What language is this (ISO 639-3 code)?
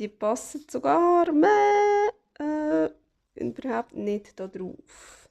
gsw